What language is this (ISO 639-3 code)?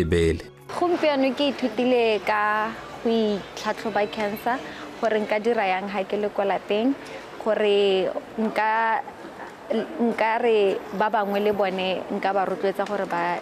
tsn